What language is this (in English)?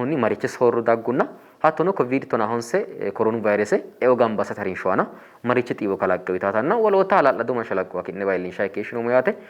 Sidamo